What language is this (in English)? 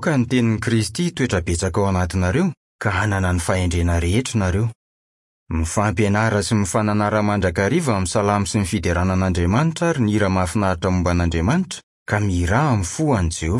Malagasy